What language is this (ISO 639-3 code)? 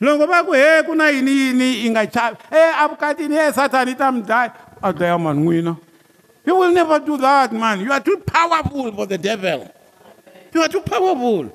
tso